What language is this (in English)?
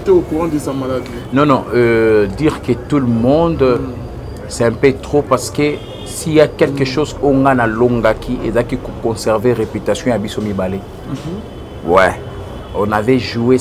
Lingala